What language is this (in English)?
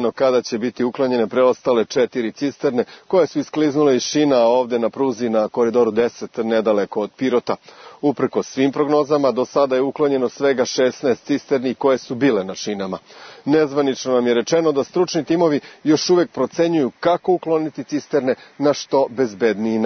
Serbian